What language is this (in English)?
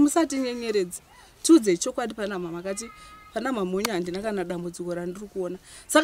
Shona